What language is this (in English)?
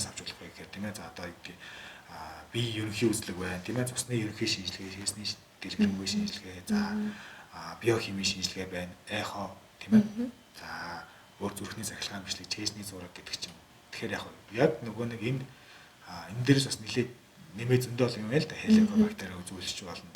Mongolian